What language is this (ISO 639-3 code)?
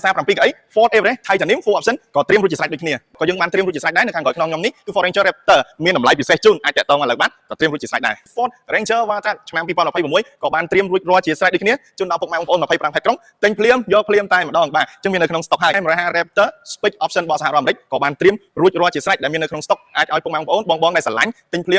khm